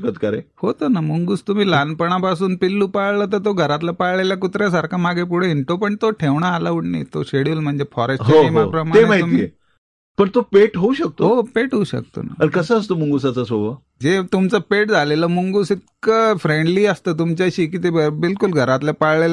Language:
Marathi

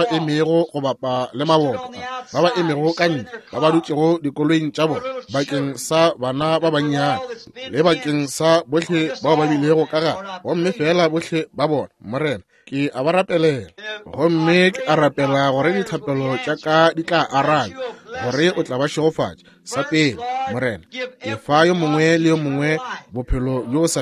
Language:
Northern Sotho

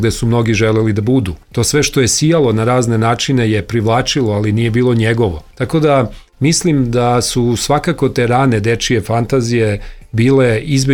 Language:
Serbian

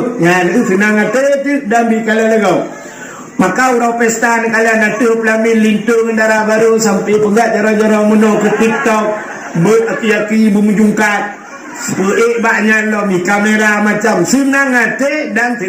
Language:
Achinese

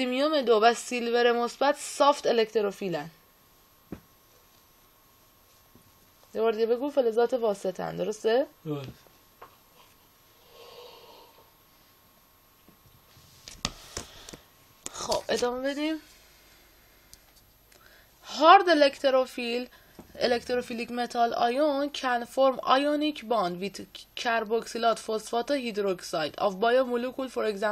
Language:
Persian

